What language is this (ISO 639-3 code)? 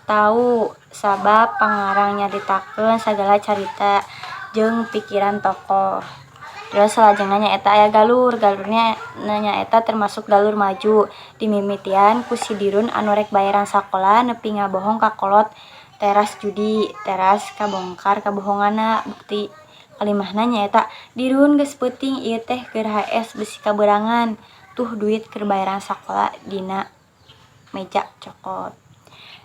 sun